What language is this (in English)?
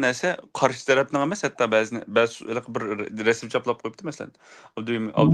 Uyghur